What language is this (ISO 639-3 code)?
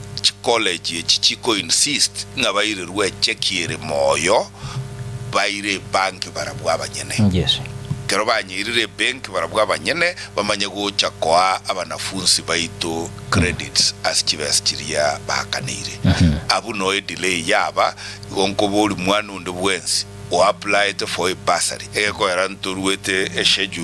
guz